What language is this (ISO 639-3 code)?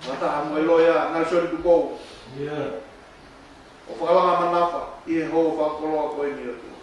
ton